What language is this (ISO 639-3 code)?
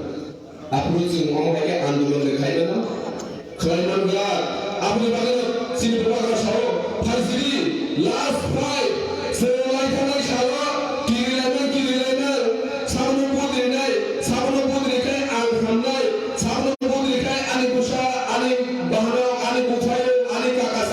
trp